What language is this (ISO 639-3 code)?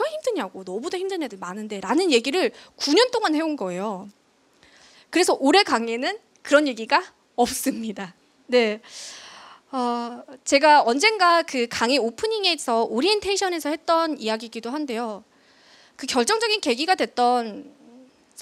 kor